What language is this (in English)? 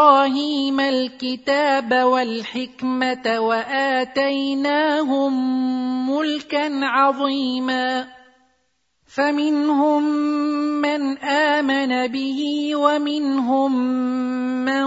Arabic